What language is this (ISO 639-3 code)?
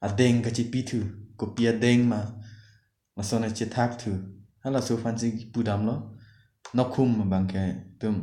mjw